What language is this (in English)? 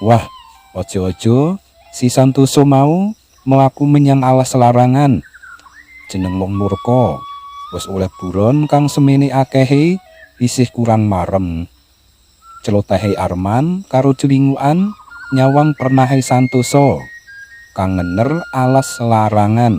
Javanese